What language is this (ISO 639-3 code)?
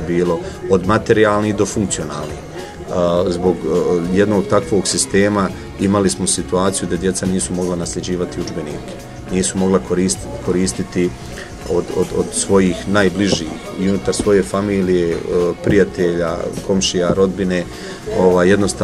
bos